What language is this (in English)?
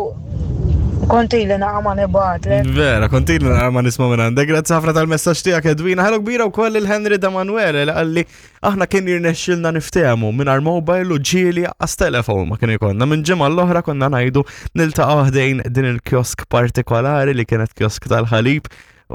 Maltese